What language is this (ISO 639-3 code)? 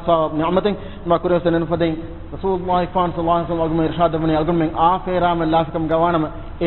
div